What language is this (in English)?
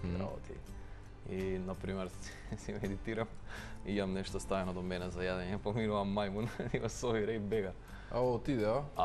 Macedonian